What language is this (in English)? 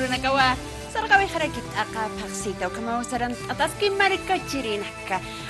Aymara